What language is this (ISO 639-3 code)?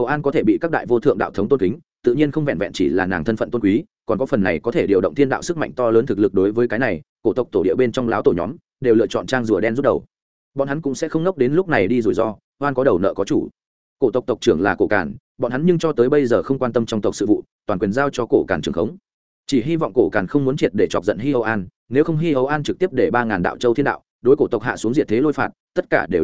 vie